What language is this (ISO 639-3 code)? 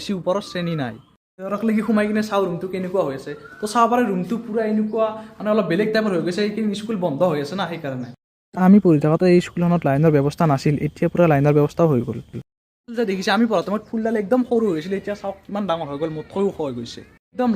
asm